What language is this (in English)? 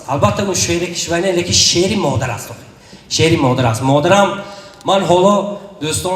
Tajik